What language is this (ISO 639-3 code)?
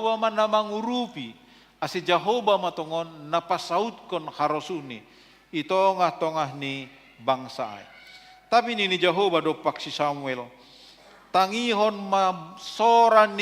bts